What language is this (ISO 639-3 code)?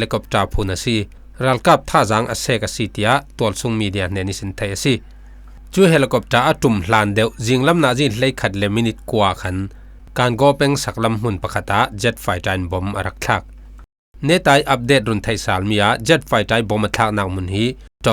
cfm